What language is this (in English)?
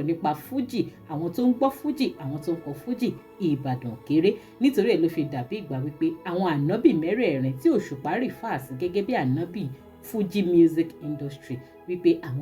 Yoruba